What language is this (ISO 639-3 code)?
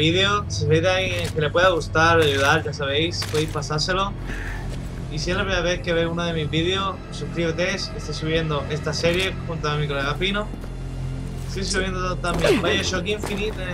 spa